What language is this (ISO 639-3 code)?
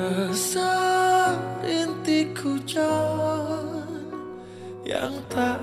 ind